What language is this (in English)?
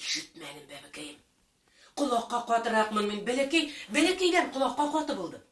Bashkir